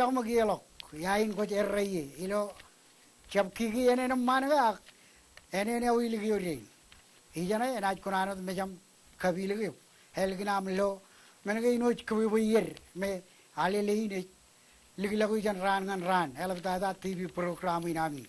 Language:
Marshallese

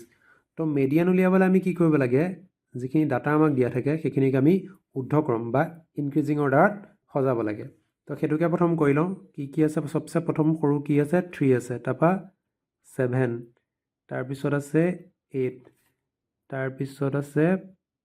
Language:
Assamese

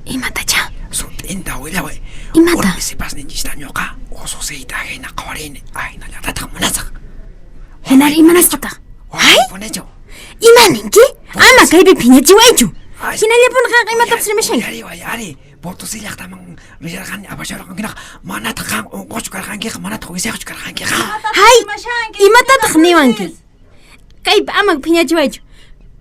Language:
Quechua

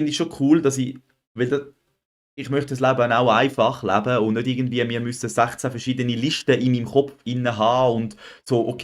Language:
Swiss German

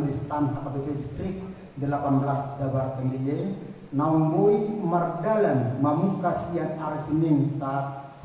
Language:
Batak Toba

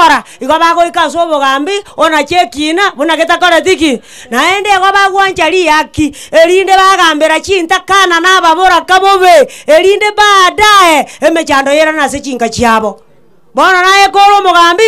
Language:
Gusii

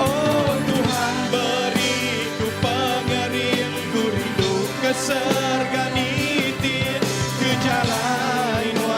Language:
Iban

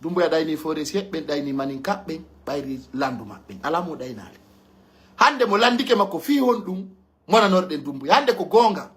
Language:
Pular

